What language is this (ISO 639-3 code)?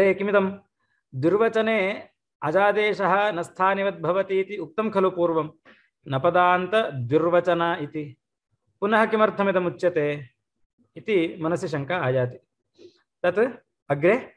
san